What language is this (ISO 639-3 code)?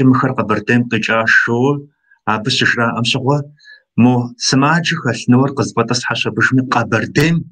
kbd